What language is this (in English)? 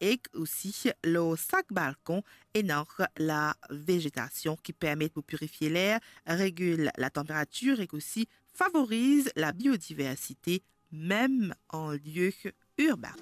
Morisyen